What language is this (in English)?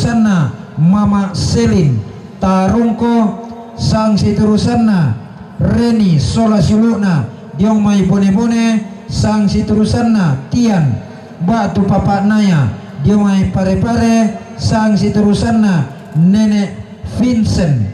Toraja-Sa'dan